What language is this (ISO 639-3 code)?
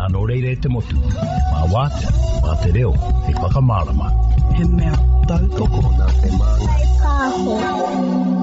mri